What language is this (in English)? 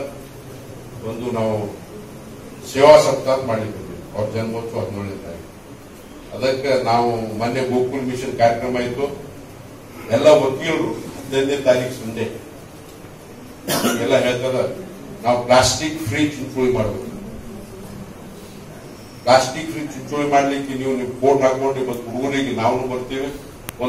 Kannada